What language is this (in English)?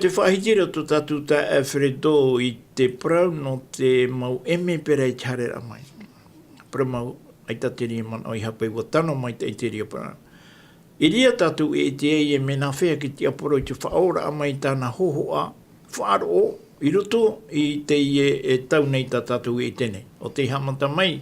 Tahitian